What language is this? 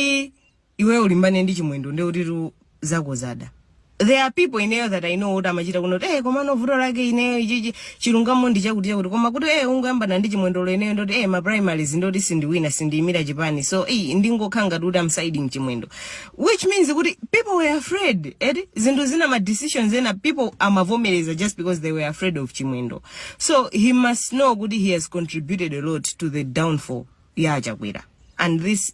Nyanja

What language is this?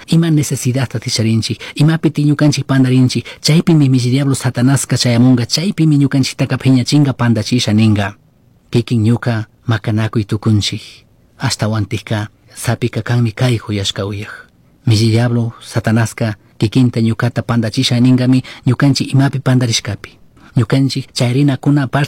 Chimborazo Highland Quichua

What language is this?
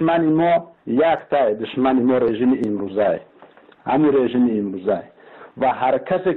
Tajik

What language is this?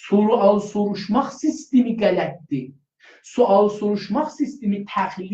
South Azerbaijani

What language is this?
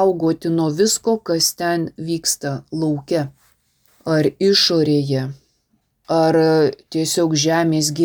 Lithuanian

